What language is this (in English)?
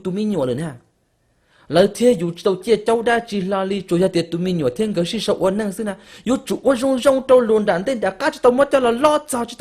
Hmong